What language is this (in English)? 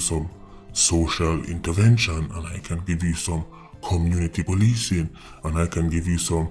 Jamaican Creole English